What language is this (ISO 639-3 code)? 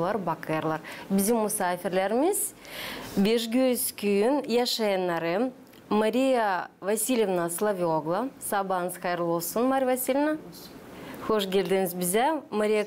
gag